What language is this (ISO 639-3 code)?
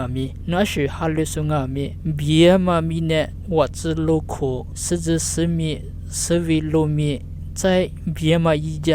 lis